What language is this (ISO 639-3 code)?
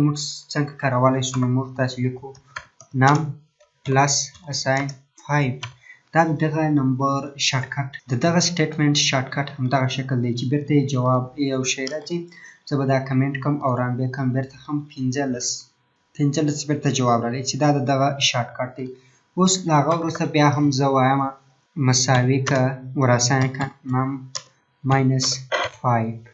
pus